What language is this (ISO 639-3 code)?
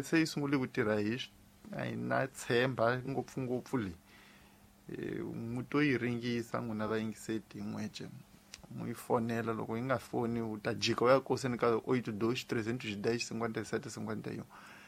tso